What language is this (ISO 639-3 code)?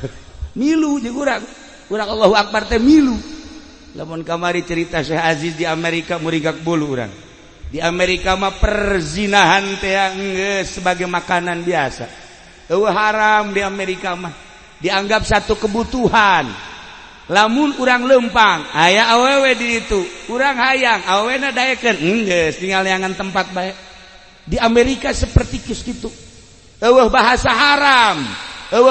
sun